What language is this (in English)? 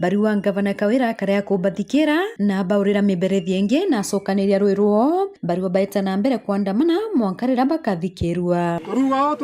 Meru